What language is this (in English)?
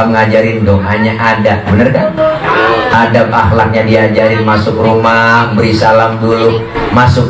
Betawi